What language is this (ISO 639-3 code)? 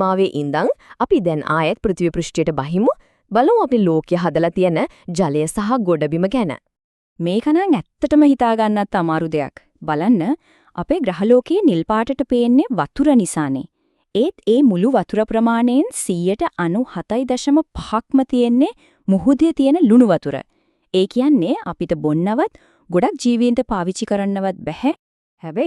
sin